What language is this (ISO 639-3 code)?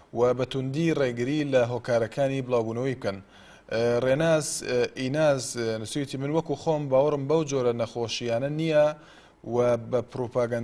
ckb